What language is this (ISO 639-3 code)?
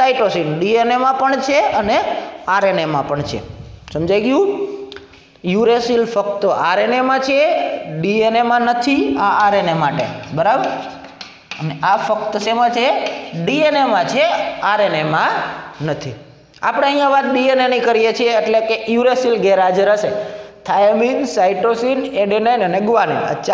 guj